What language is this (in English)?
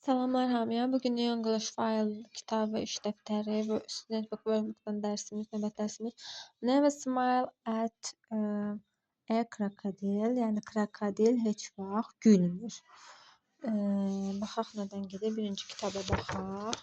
Azerbaijani